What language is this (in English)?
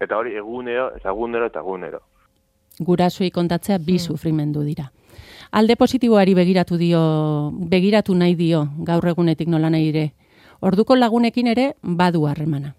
Basque